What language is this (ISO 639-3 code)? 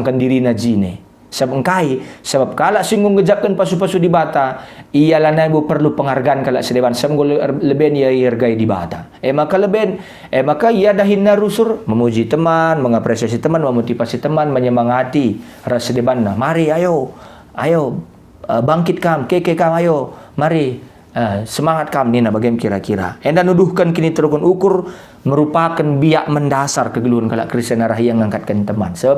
btx